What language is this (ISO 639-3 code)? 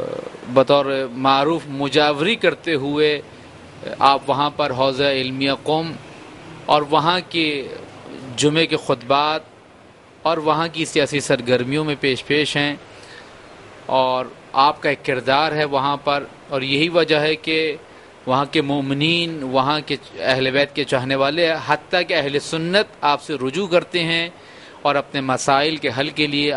urd